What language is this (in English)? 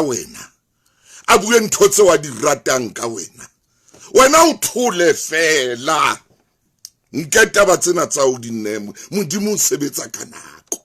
Southern Sotho